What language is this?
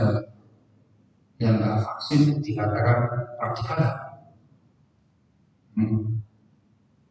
Indonesian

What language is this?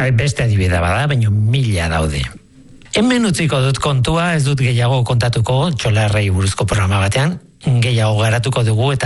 Basque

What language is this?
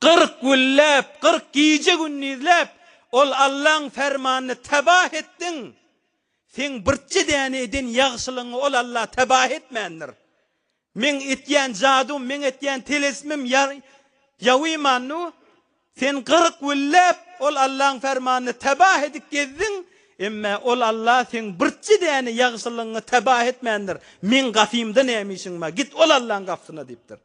Turkmen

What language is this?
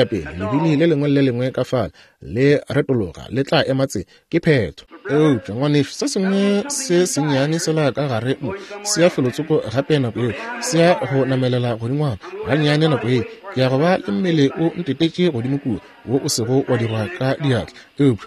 Northern Sotho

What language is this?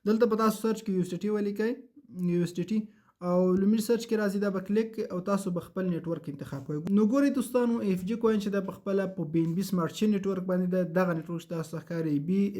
Pashto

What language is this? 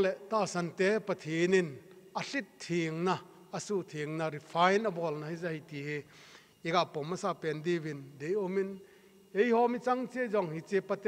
Thado Chin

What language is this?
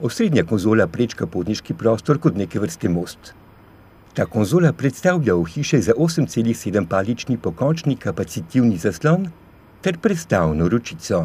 Slovenian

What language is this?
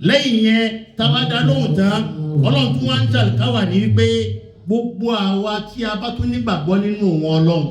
Yoruba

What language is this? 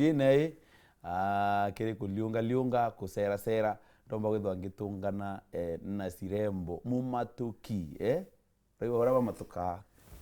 Meru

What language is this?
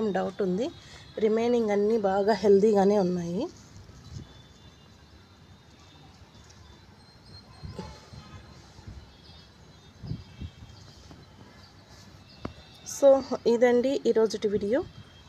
Telugu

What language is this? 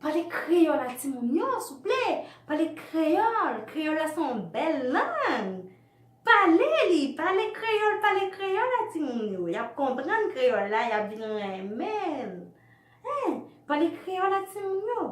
Haitian Creole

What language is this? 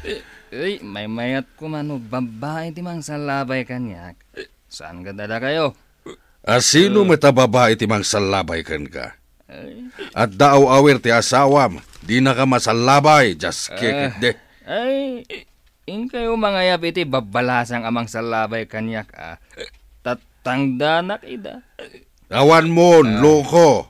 Iloko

